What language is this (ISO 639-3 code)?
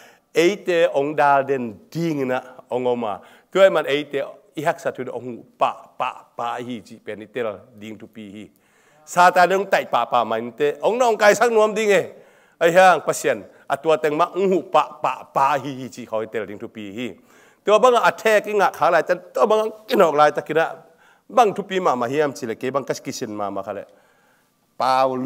ctd